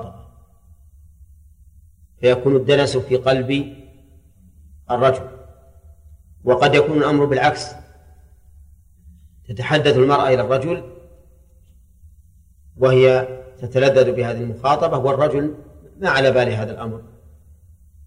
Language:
Arabic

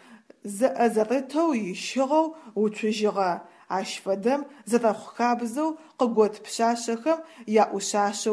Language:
Adyghe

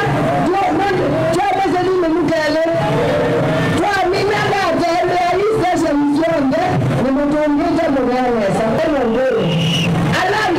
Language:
Kamba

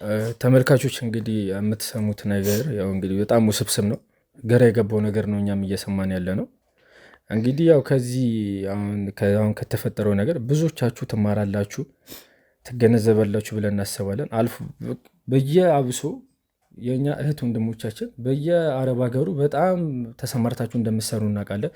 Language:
Amharic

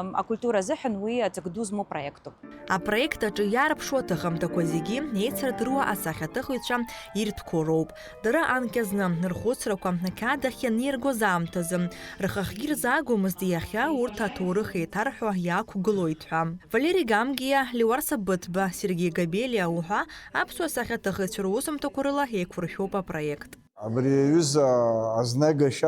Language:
Abkhazian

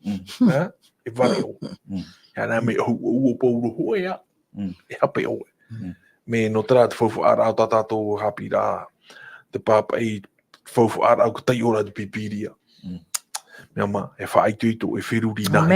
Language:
Tahitian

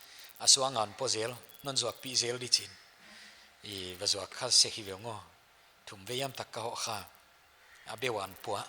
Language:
Paite Chin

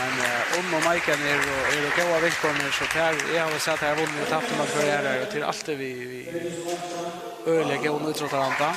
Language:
Faroese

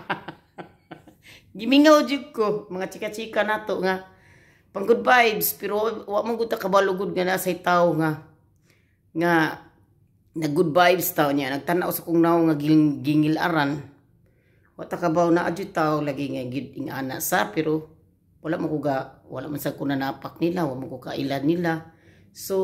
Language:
Cebuano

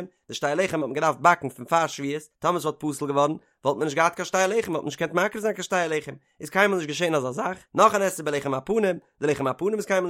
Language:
Yiddish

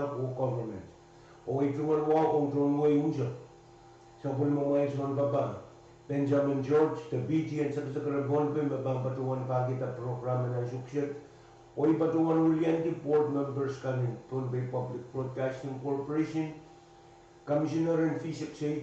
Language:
Pohnpeian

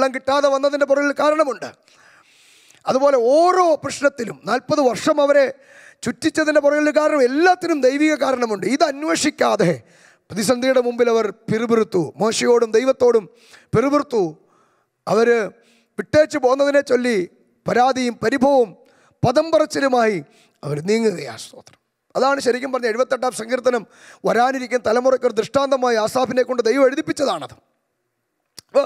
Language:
Malayalam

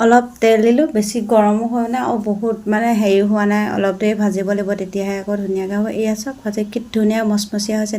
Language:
Assamese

